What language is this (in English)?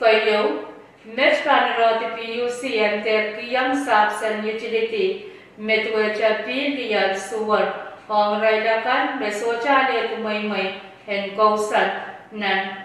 Pohnpeian